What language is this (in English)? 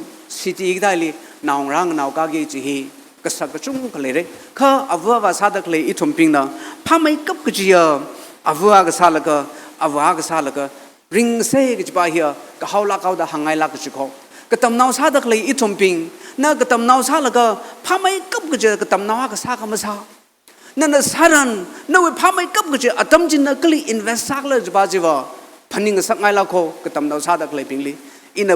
Tangkhul Naga (India)